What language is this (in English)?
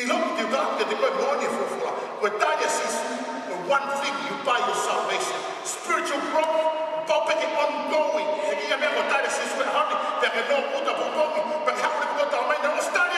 Tongan